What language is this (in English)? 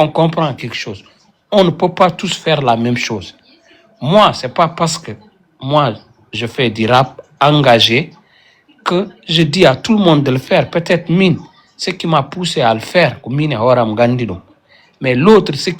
Fula